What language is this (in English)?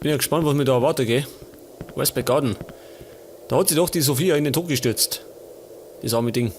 Bavarian